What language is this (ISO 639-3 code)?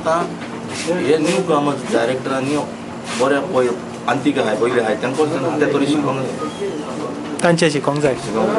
kok